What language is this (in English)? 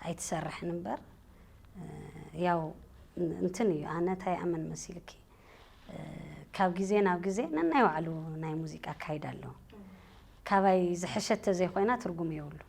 Tigrinya